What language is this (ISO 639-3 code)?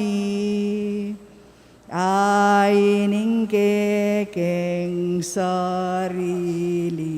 pam